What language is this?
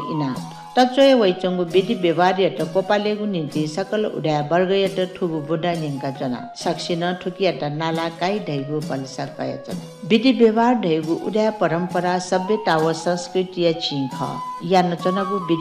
Newari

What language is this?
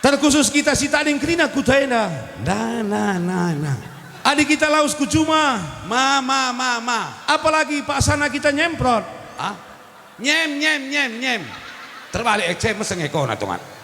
Batak Karo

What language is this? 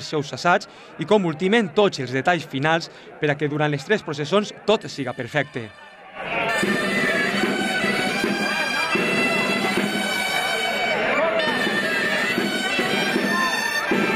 Catalan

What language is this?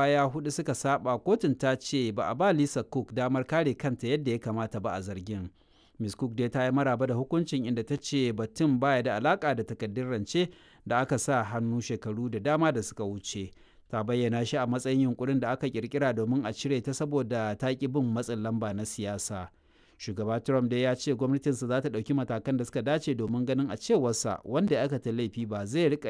Hausa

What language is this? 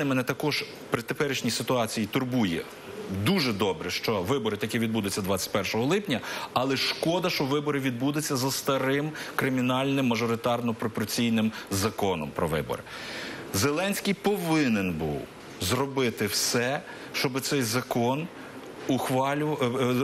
Ukrainian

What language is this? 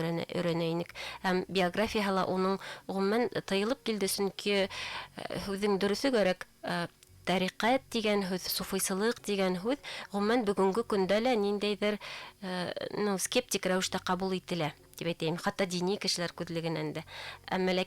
Bashkir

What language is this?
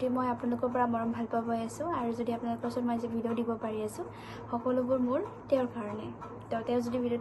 Assamese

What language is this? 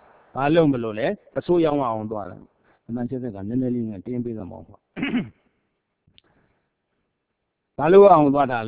Burmese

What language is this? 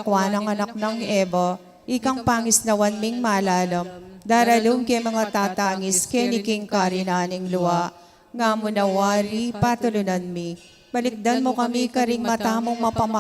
Pampanga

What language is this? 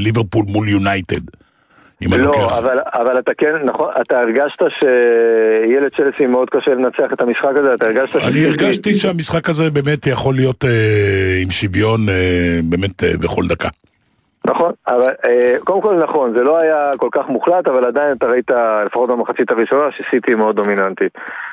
Hebrew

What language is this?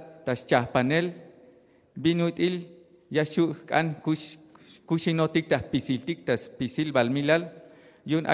Tzeltal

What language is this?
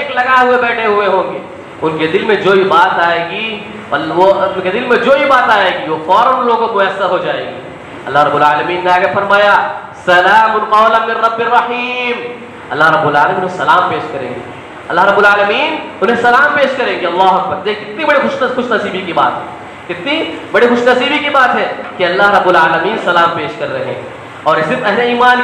Urdu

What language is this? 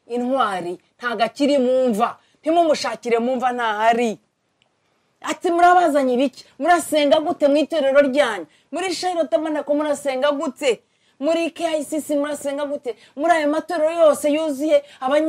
Kinyarwanda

